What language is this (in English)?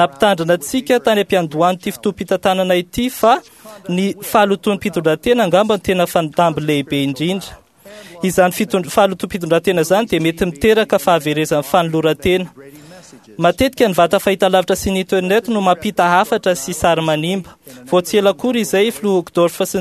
Malagasy